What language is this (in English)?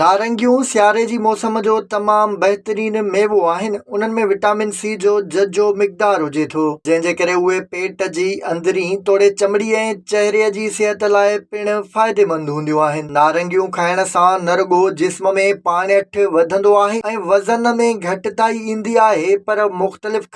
Sindhi